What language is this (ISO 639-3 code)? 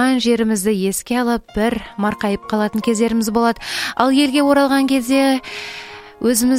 kaz